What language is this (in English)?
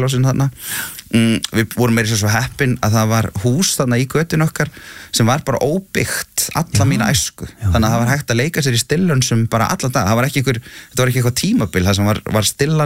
Icelandic